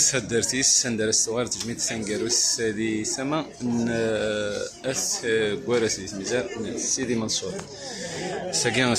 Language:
Kabyle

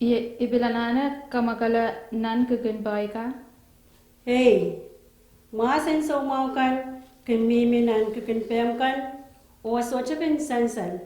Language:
Pohnpeian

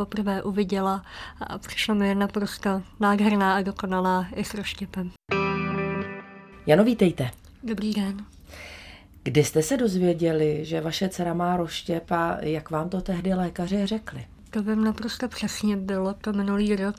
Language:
Czech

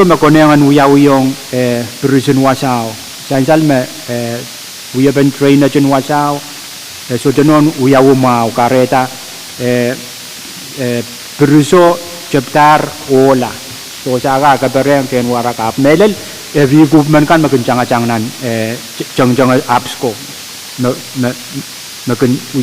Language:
Pohnpeian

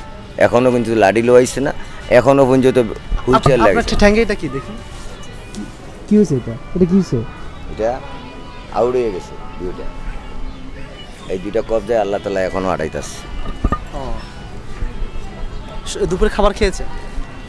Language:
Bangla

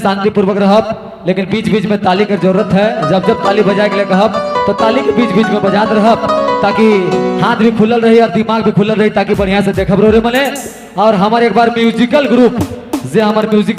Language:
Sadri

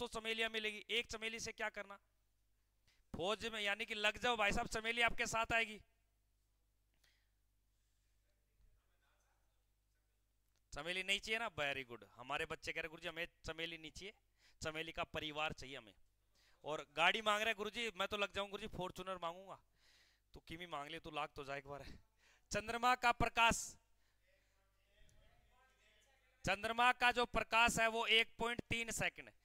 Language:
Hindi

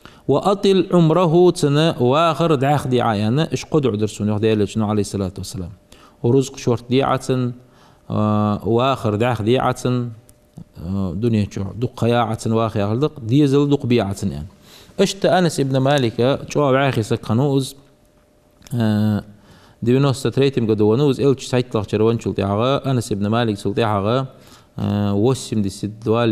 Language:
Ingush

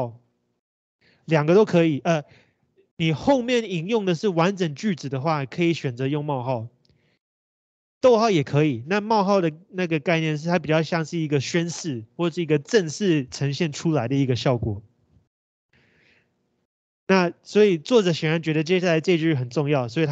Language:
Chinese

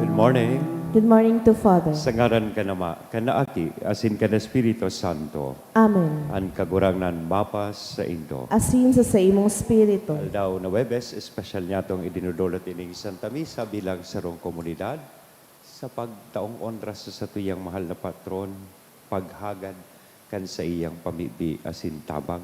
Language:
Bikol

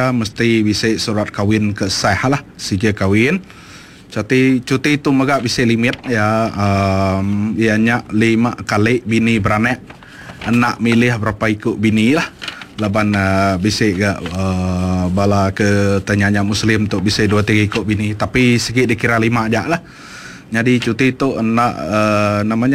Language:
Iban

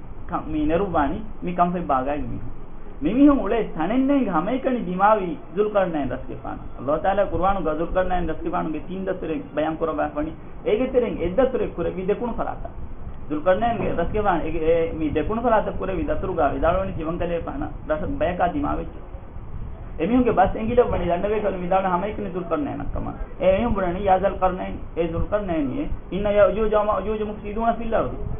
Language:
Divehi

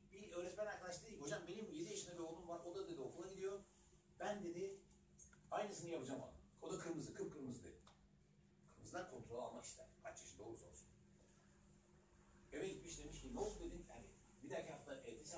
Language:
Turkish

